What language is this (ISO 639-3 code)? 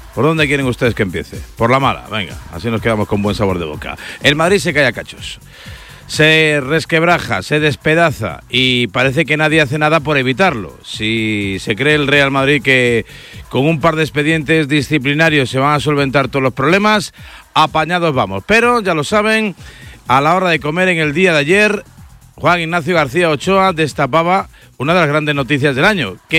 spa